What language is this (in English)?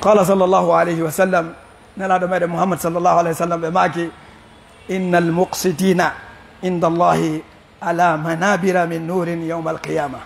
Fula